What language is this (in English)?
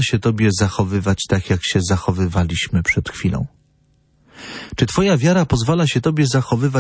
Polish